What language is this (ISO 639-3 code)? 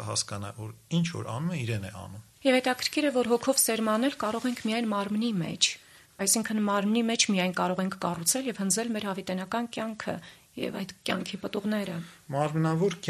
hye